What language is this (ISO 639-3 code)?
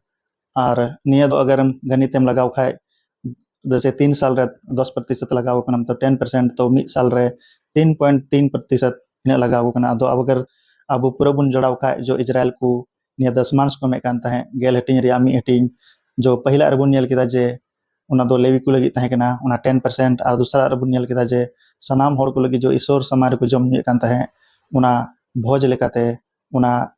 sat